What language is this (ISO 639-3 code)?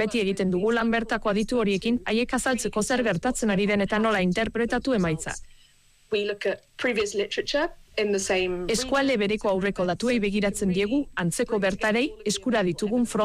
eus